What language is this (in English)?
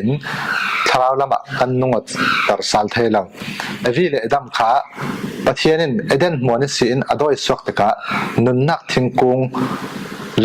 Falam Chin